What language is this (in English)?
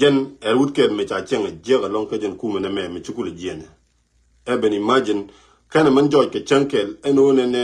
Nuer